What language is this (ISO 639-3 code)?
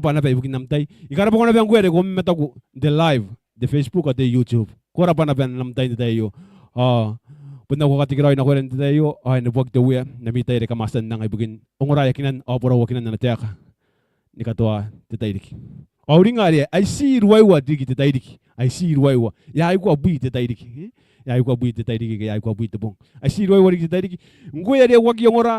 gil